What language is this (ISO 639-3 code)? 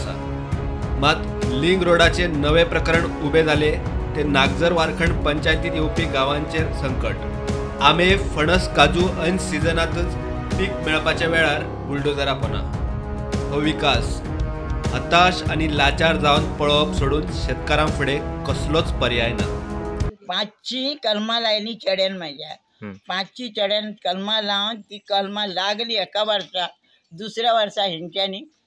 kok